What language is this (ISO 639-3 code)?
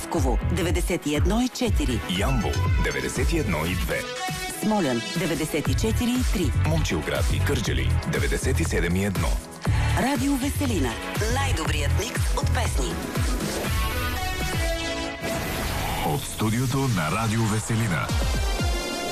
bul